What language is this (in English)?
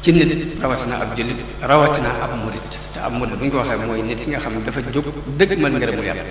Wolof